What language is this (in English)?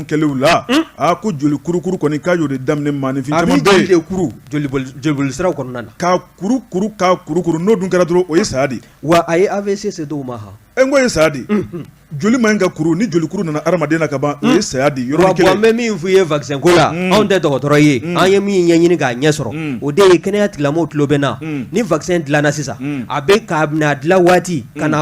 Bambara